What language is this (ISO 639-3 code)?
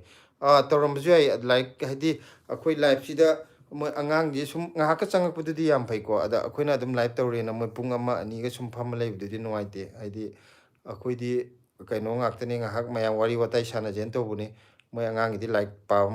mni